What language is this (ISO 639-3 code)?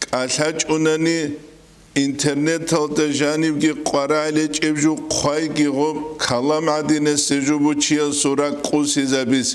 ava